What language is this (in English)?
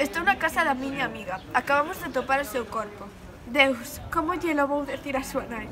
Galician